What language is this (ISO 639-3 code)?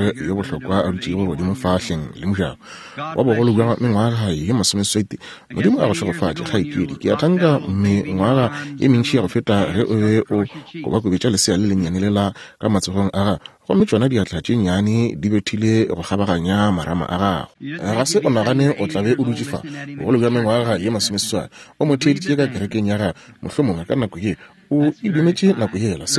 nso